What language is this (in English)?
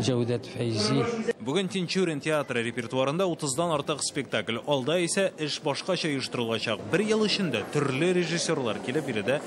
Tatar